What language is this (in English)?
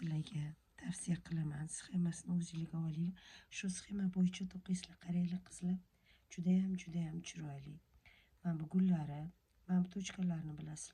Uzbek